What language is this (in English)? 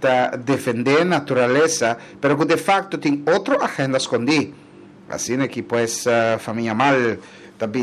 Papiamento